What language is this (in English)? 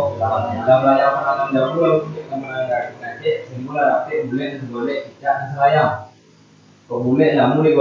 Minangkabau